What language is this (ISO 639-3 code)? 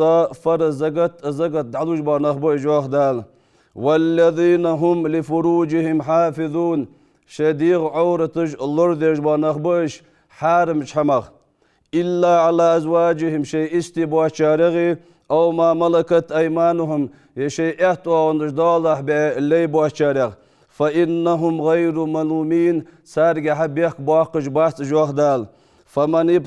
inh